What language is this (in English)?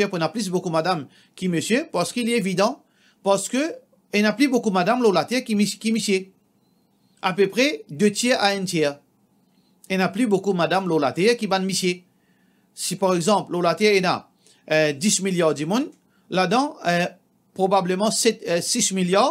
Morisyen